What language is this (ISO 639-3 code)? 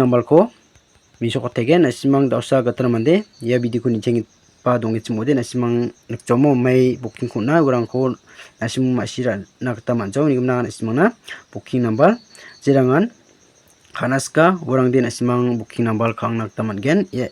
grt